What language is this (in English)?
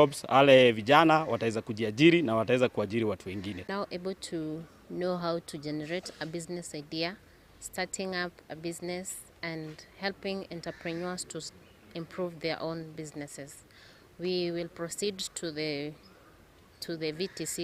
Gusii